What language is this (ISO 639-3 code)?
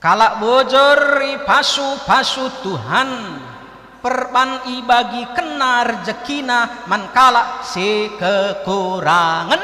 btx